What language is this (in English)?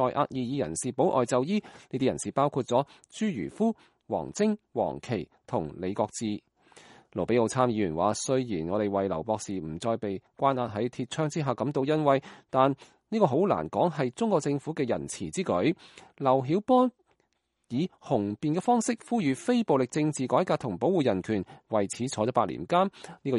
Cantonese